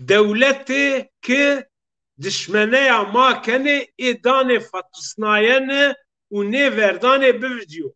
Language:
Zaza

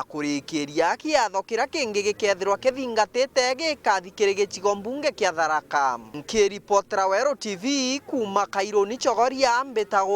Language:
Meru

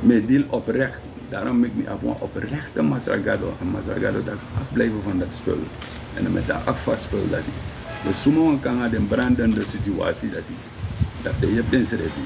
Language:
Sranan Tongo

